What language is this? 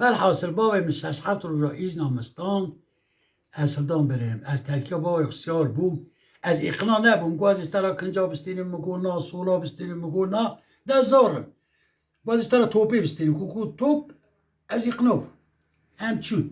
Kurdish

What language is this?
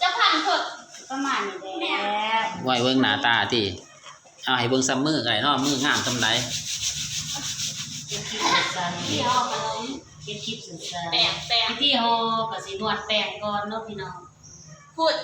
Lao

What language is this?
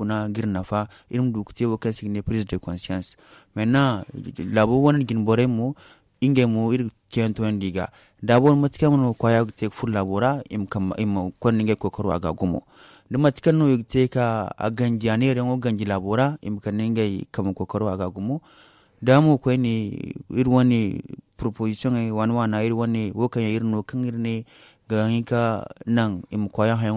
Zarma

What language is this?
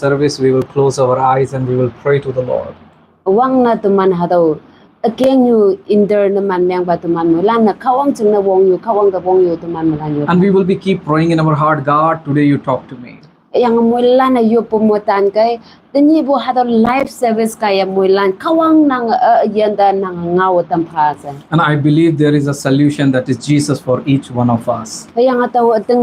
Konyak Naga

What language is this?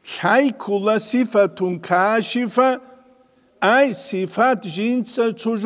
Avaric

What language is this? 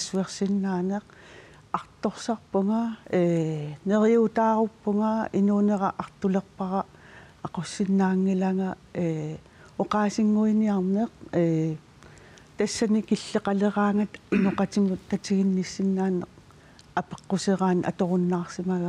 Kalaallisut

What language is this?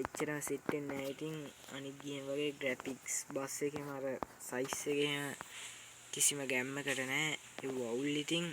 Sinhala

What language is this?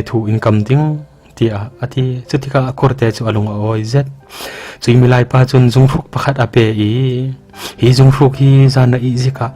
Falam Chin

